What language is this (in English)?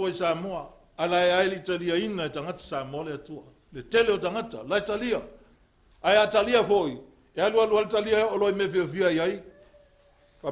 Samoan